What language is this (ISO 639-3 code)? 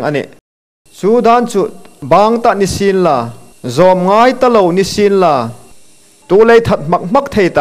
hmr